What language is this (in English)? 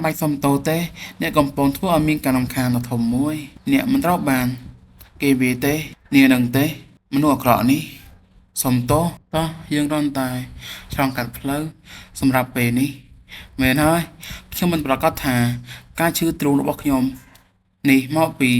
Khmer